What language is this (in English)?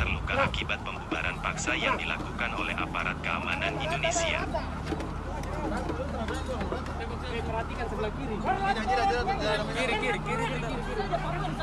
Indonesian